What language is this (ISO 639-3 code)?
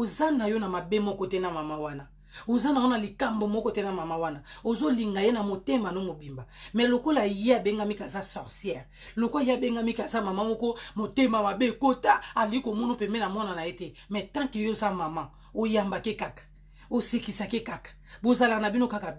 lin